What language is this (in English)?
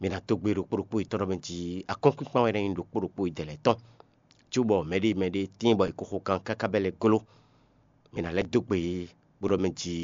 Fon